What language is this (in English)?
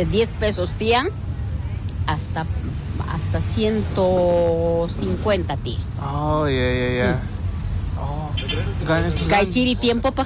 South Bolivian Quechua